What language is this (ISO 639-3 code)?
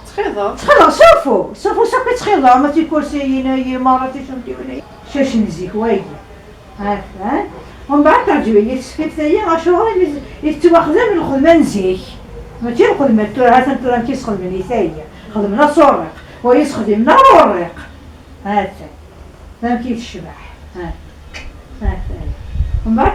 kab